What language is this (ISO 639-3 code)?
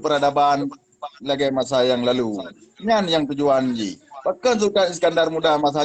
ace